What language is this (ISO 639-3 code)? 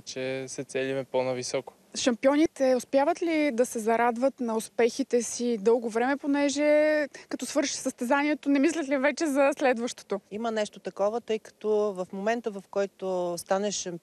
bul